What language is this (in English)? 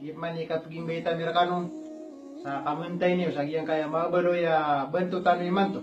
Maranao